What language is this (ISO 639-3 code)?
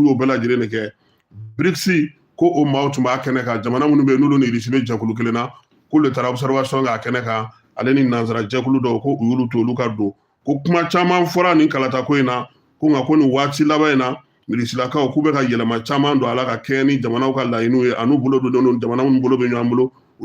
bam